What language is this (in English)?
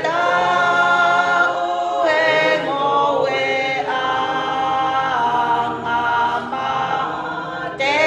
Tongan